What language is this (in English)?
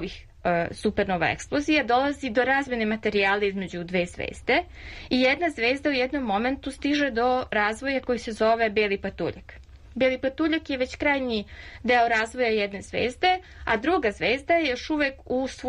Serbian